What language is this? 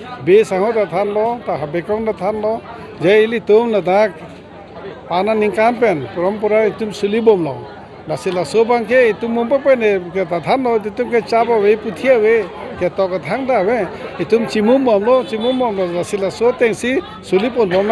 Karbi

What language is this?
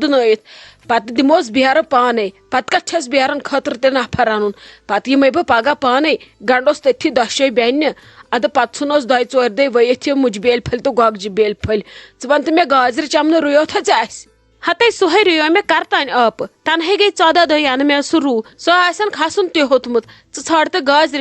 Kashmiri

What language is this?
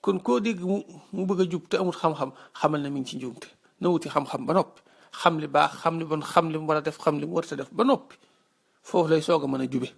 Wolof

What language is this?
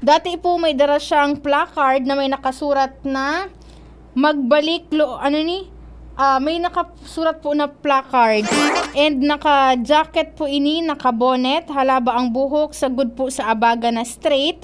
Bikol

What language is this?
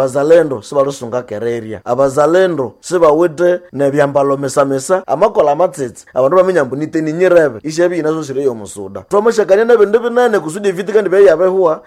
Nande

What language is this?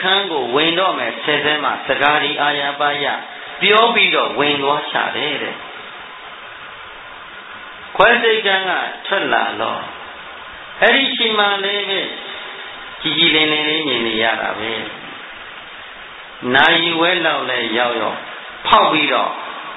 Burmese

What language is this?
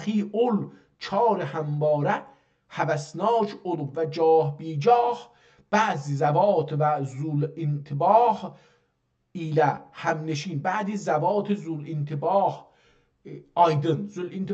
South Azerbaijani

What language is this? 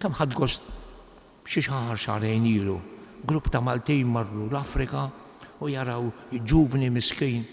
Maltese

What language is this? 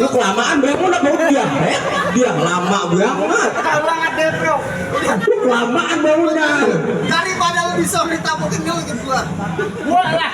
Betawi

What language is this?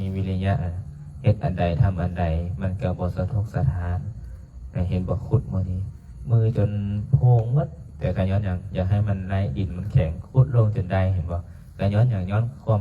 Lao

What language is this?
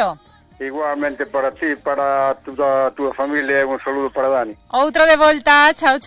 Galician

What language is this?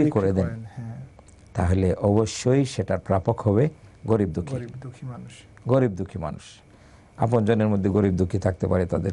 Bangla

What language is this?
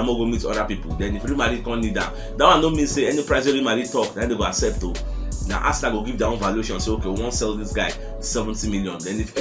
Nigerian Pidgin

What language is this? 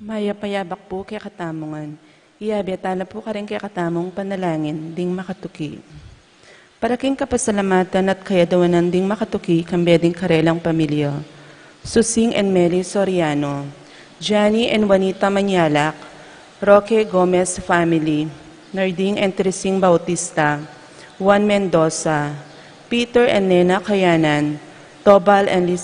Pampanga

